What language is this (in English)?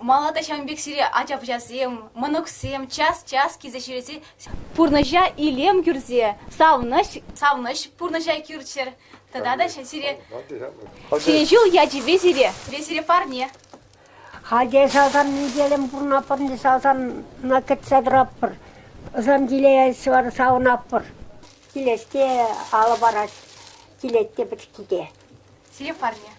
Chuvash